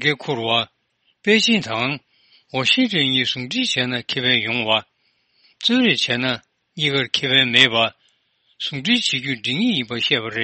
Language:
Tibetan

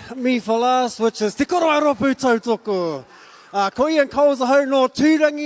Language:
Māori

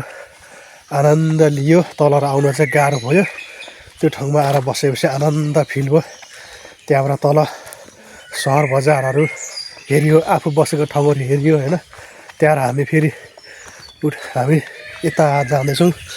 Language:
Nepali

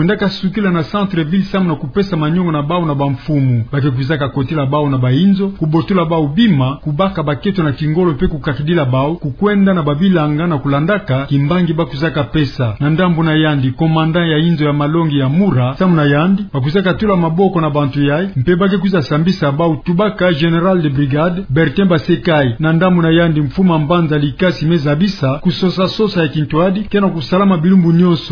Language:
Kituba (Democratic Republic of Congo)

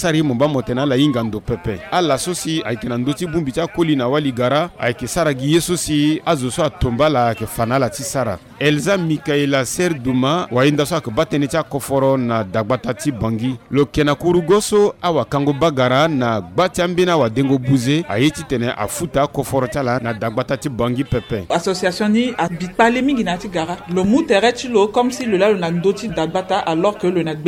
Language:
Sango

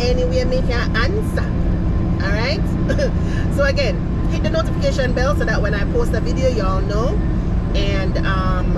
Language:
Jamaican Creole English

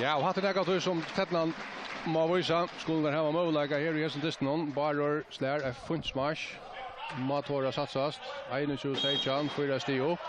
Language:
Faroese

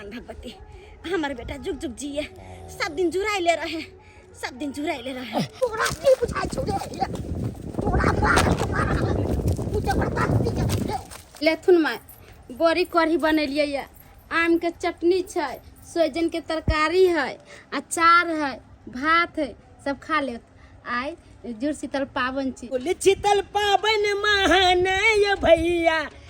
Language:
Maithili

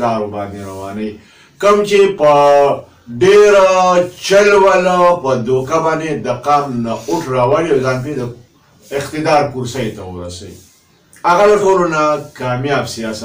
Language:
Pashto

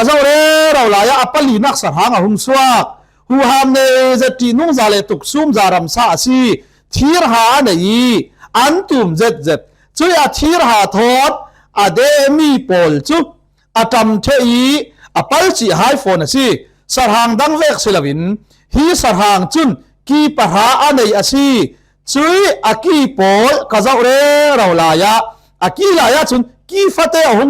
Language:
Falam Chin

